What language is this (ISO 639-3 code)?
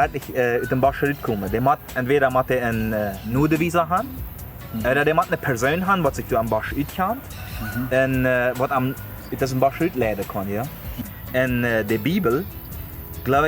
pdt